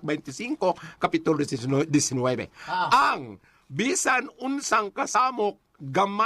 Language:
Cebuano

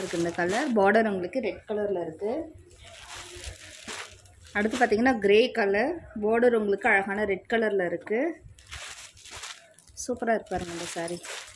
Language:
Tamil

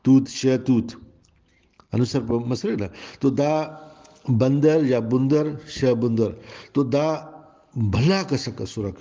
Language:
Brahui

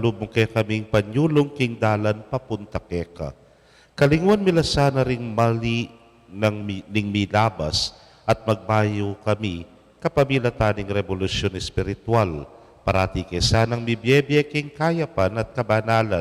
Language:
Pampanga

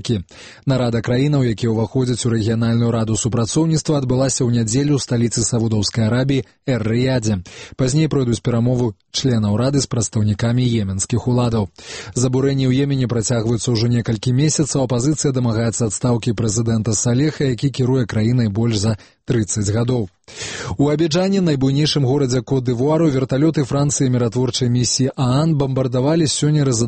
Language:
Belarusian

